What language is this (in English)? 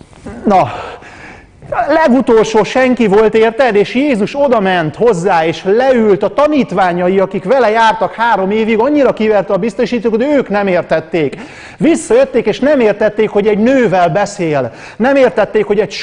Hungarian